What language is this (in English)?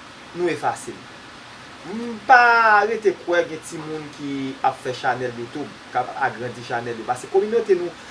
Haitian Creole